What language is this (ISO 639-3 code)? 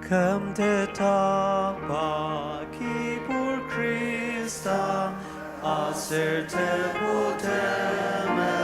njo